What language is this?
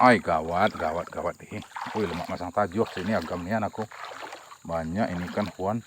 Musi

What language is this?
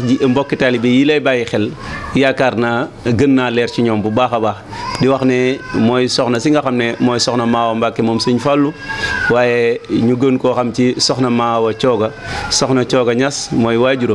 Wolof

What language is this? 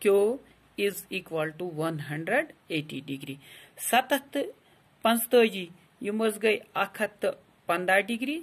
Kashmiri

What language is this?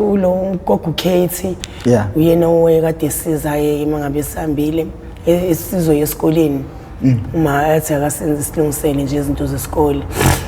Zulu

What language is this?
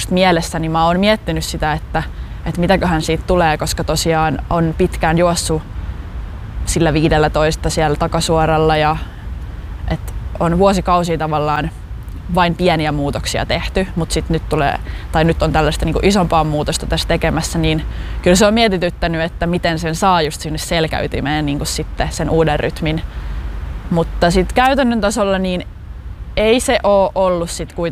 Finnish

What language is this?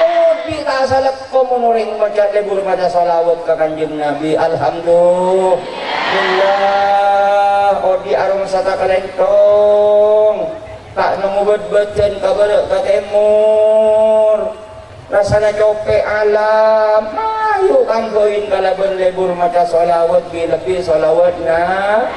Madurese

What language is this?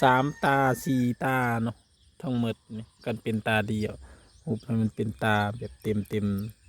Northeastern Thai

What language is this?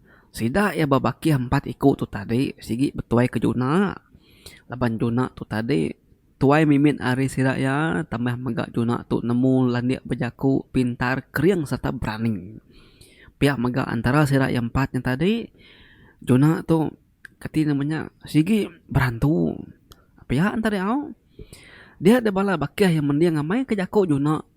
Iban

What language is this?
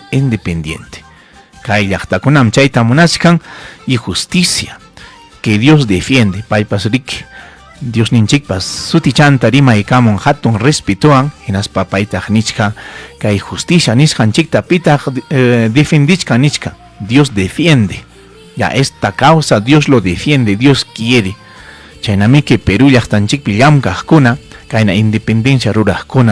Ayacucho Quechua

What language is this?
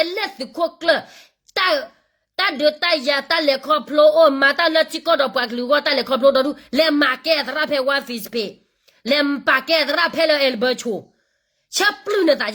S'gaw Karen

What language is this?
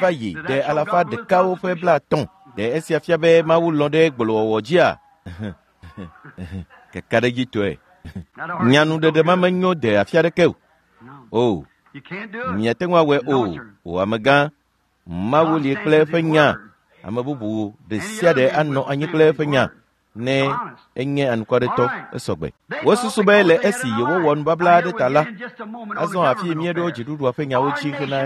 Ewe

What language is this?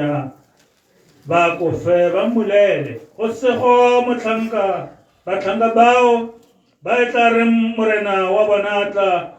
Tswana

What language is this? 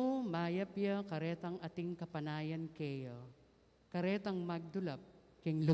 Pampanga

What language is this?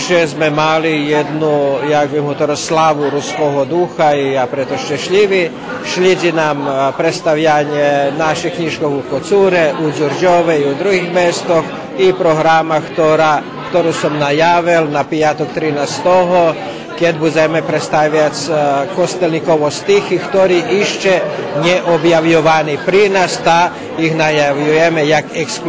Rusyn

